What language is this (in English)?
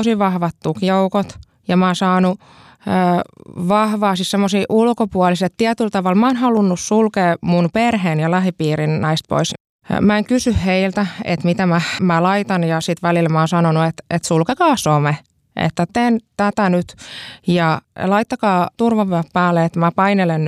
Finnish